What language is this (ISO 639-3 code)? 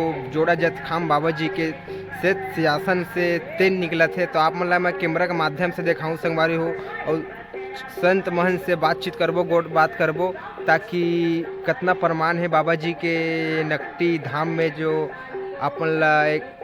hne